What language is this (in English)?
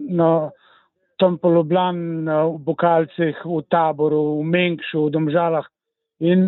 Slovenian